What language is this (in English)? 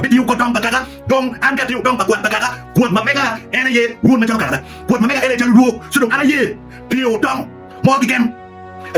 Acoli